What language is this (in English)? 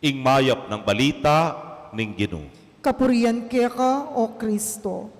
Pampanga